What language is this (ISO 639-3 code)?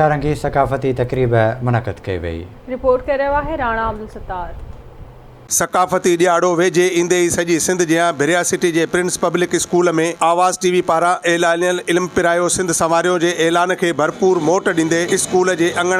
snd